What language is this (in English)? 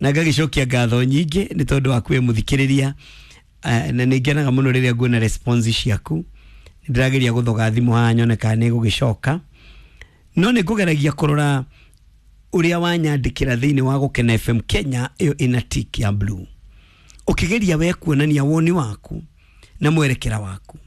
Kikuyu